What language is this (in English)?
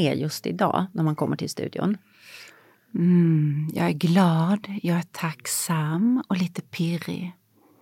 Swedish